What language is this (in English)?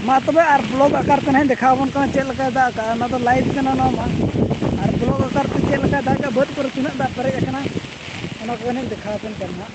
Santali